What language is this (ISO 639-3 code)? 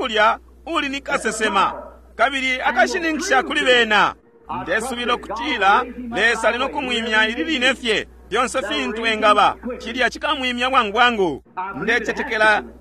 bem